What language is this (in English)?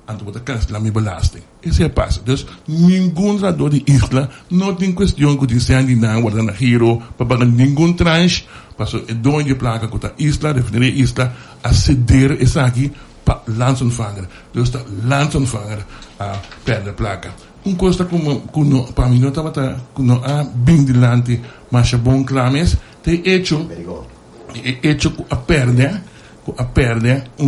Papiamento